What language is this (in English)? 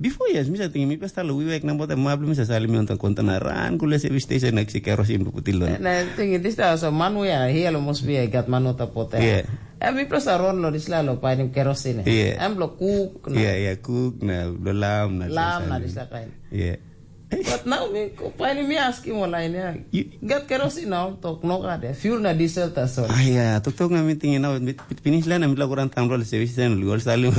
Tok Pisin